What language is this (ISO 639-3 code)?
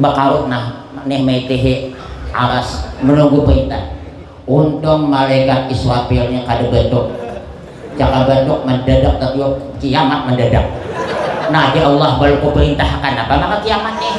bjn